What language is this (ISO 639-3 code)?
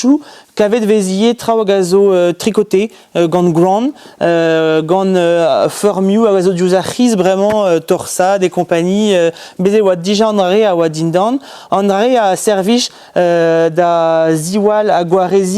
bre